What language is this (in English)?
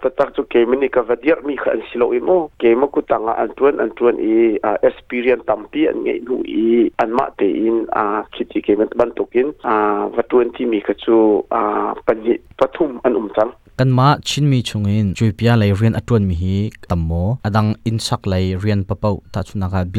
Hakha Chin